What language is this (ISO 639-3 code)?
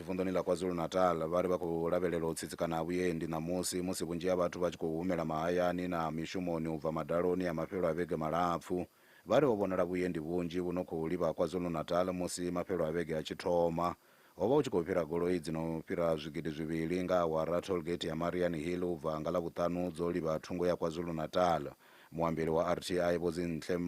ven